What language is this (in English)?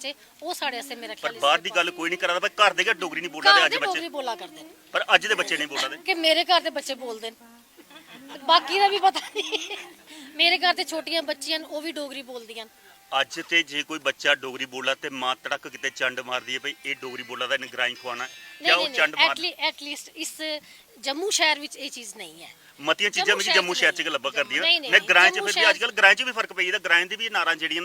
Dogri